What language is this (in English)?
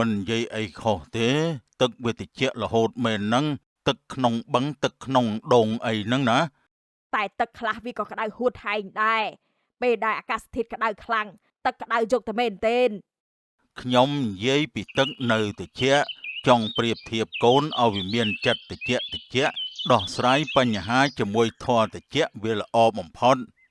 Khmer